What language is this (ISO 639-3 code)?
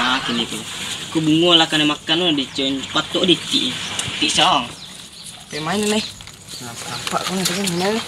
min